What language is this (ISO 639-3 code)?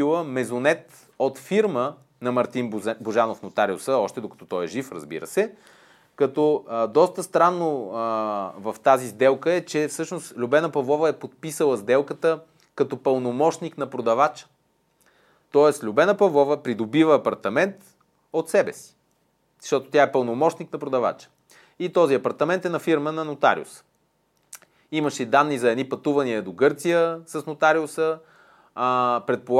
bul